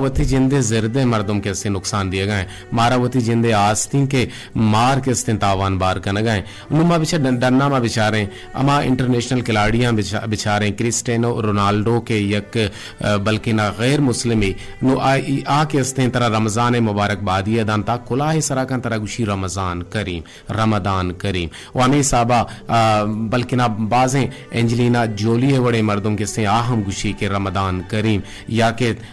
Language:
Eastern Balochi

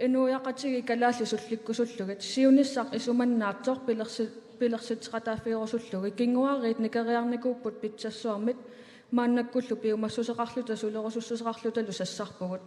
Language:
Kalaallisut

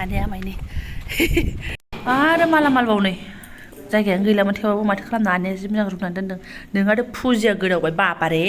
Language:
Bodo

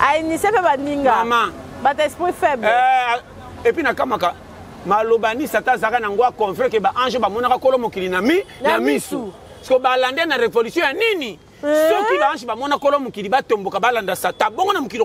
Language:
Lingala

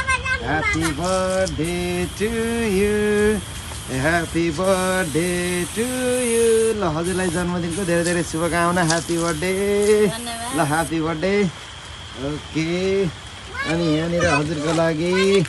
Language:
Nepali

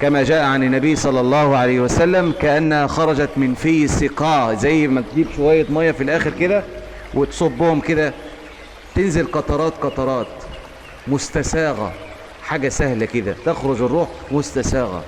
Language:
Egyptian Arabic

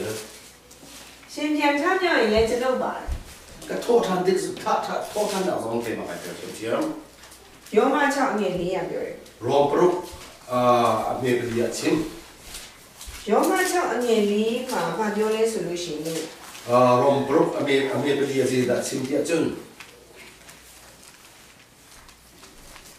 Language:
Burmese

